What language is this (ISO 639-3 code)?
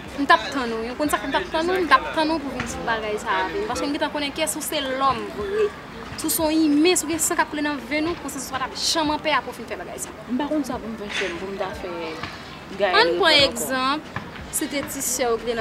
hat